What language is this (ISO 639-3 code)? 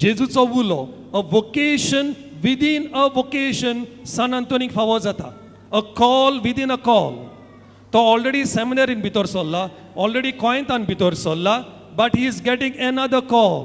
kok